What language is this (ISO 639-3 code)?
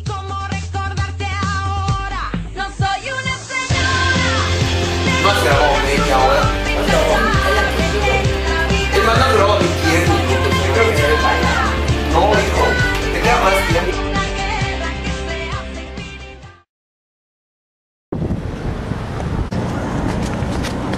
spa